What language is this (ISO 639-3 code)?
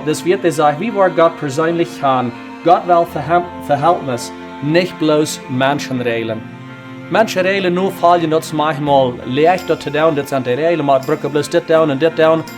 pdt